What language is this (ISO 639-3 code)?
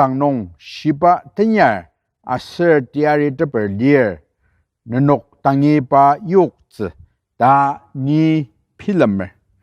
njo